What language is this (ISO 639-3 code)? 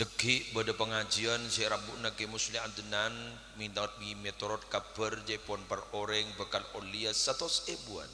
mad